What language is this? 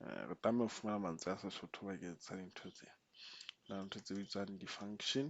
Southern Sotho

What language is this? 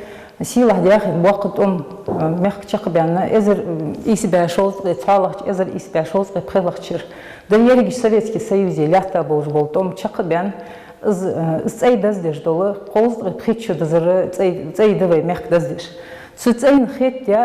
Ingush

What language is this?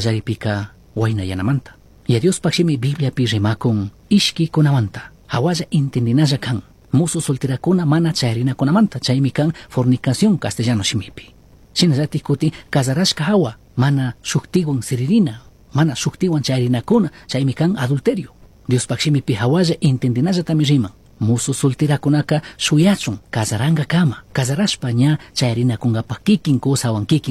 Chimborazo Highland Quichua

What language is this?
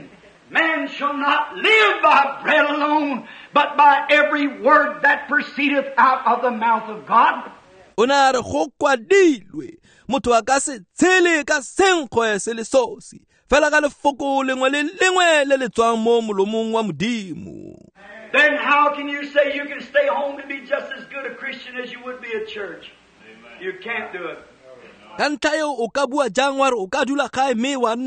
Tswana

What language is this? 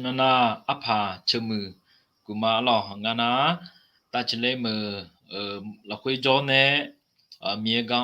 Akha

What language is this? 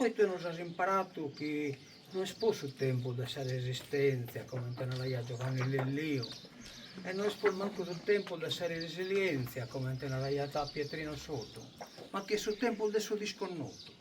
Sardinian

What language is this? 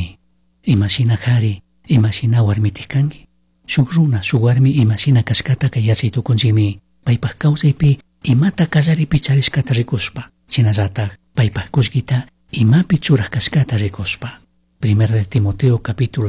Chimborazo Highland Quichua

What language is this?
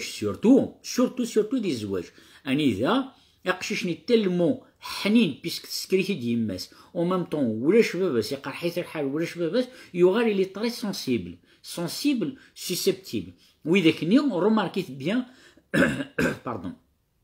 Kabyle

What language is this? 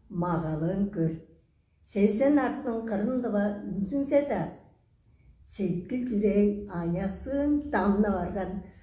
Tuvinian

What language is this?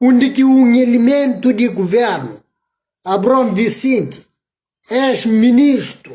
Kabuverdianu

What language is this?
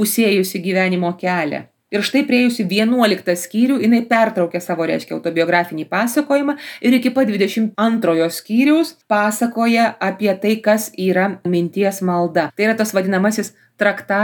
Lithuanian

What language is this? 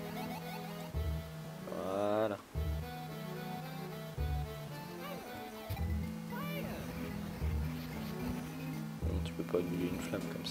French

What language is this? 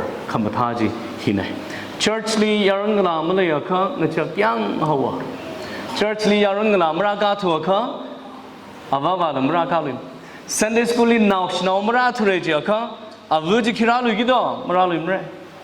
Tangkhul Naga (India)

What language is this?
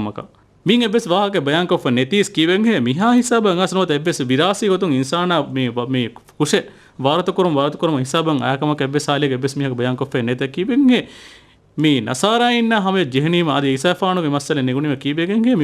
Divehi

